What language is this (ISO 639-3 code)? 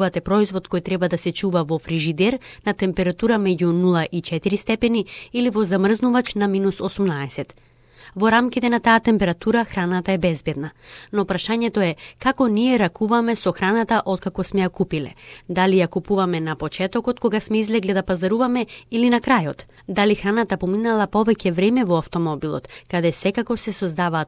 mkd